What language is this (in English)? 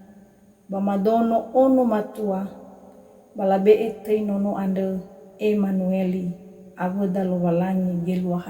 Nias